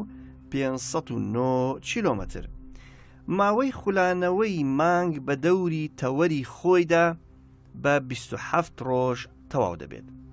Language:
Central Kurdish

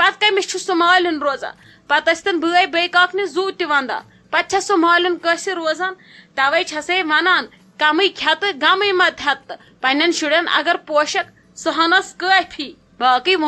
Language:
Kashmiri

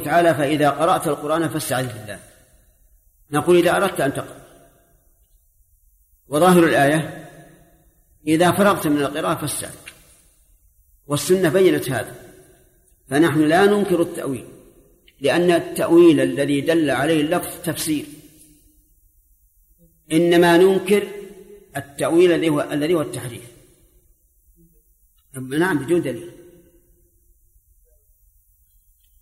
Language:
Arabic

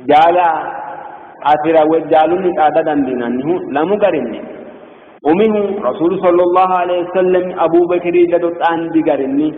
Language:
Sidamo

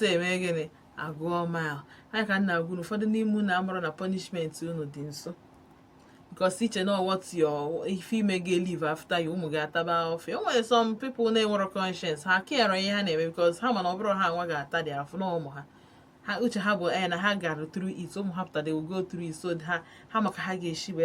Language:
Igbo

